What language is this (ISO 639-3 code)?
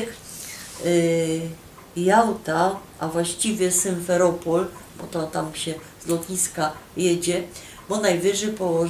szl